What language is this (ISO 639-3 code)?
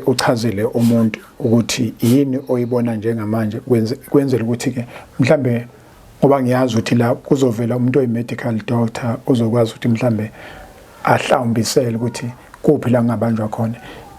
zul